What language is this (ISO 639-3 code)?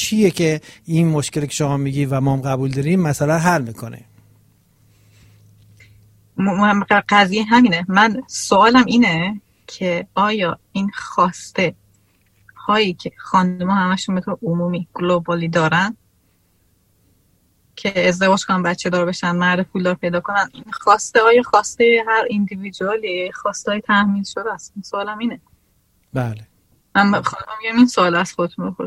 fas